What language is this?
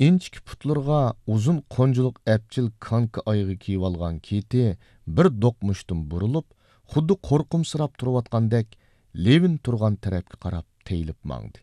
Uyghur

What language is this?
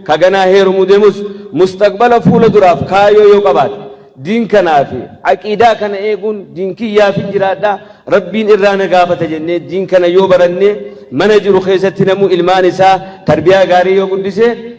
Oromo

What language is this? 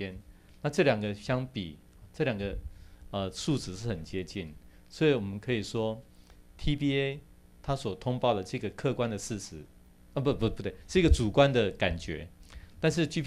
Chinese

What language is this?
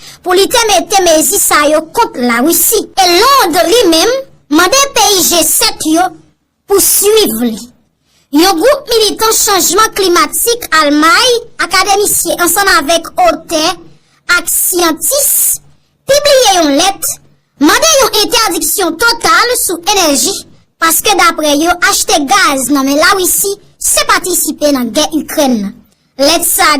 Haitian Creole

